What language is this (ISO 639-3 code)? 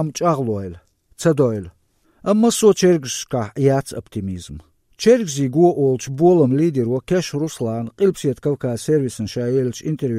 che